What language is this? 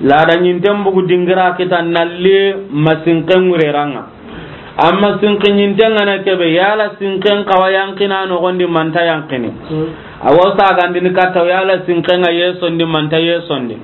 Soninke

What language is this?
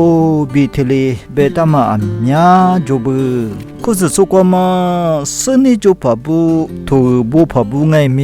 Lisu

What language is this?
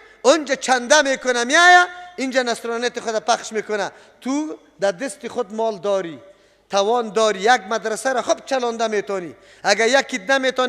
Persian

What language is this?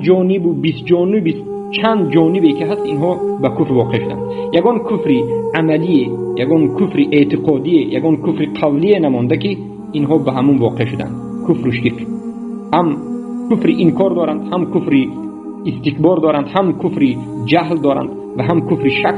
Tajik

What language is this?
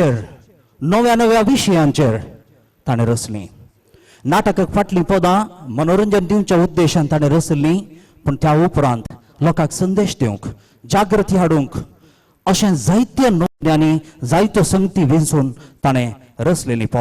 Konkani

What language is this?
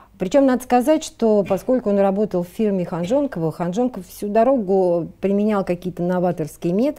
Russian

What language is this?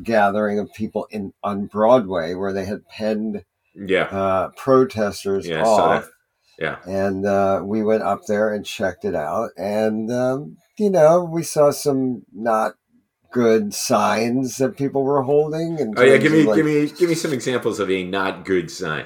English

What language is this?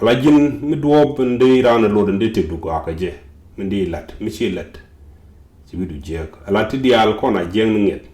Nuer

